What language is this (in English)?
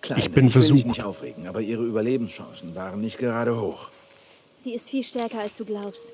Bavarian